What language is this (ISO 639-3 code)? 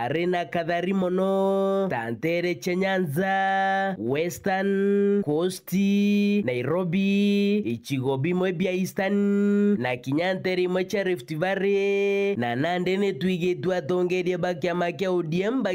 mer